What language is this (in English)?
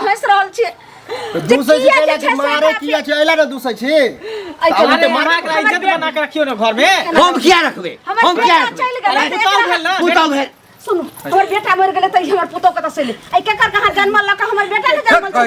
Maithili